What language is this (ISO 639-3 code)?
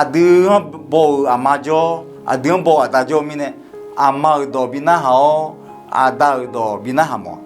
ahk